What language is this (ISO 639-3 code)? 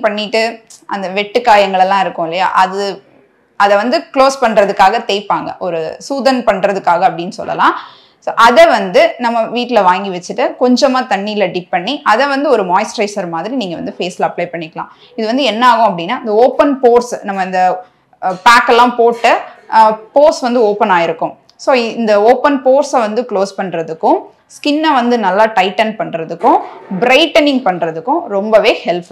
tam